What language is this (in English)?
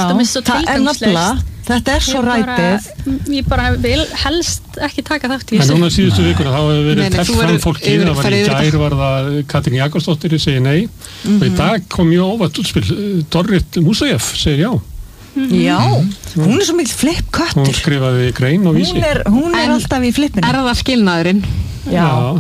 Icelandic